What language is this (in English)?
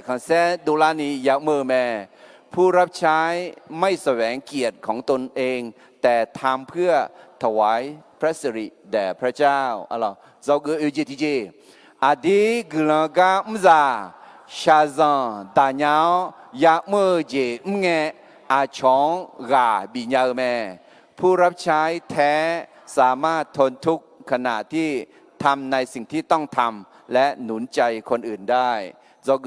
Akha